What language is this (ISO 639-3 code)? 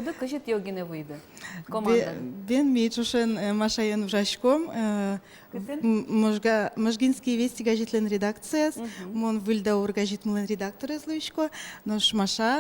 udm